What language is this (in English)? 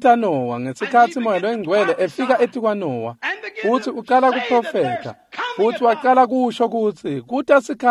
Swati